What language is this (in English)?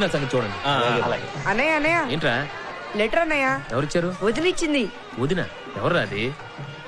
Telugu